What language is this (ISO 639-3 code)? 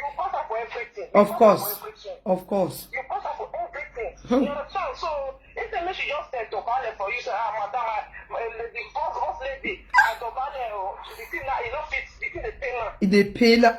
pcm